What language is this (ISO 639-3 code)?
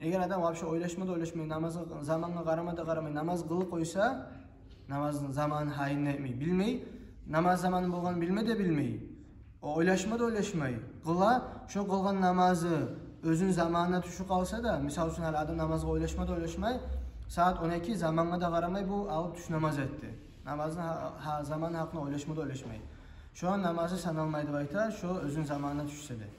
kum